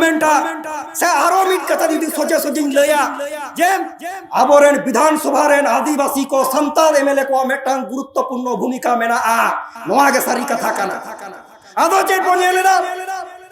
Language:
Santali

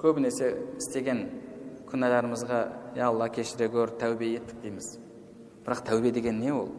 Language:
Kazakh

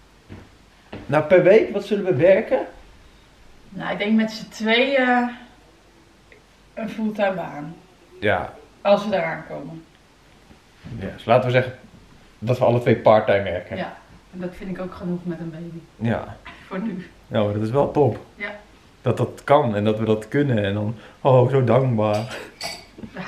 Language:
Dutch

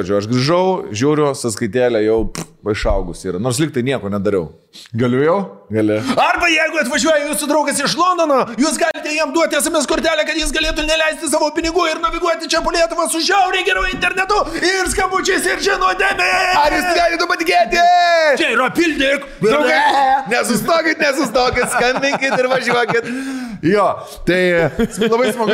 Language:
Lithuanian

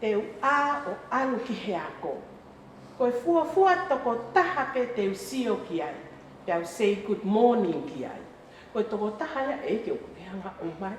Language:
Tongan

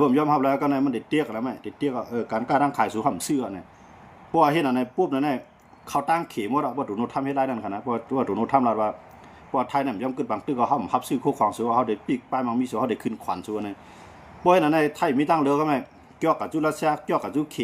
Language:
Shan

